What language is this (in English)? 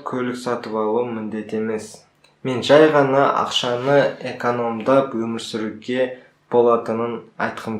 Kazakh